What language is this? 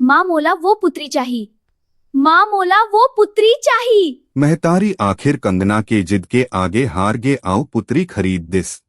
Chhattisgarhi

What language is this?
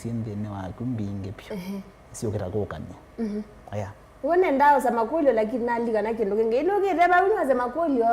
Kamba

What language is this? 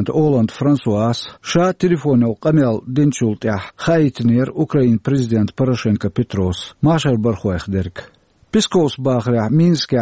Chechen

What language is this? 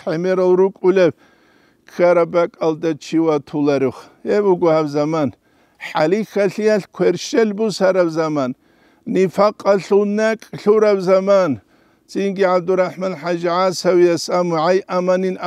Avaric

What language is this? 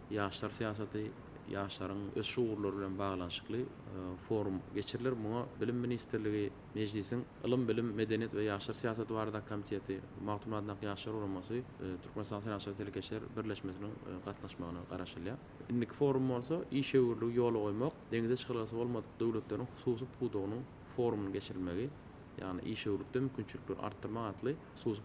Turkmen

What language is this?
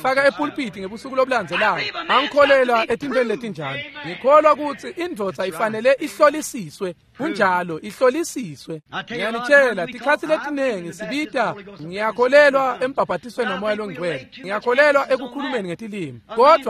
Swati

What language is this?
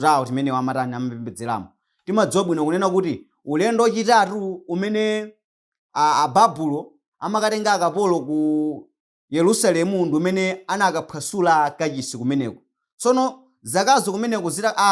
Nyanja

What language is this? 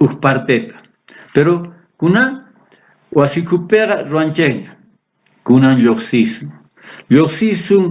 South Bolivian Quechua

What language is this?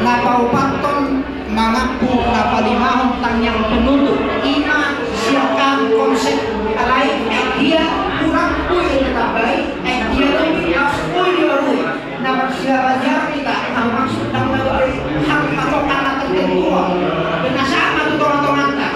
Batak Toba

